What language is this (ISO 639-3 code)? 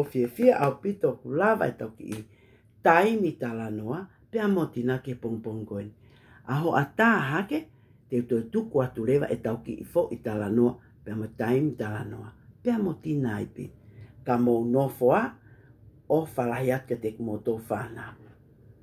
ton